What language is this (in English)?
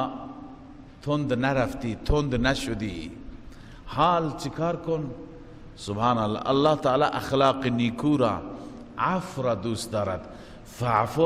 Persian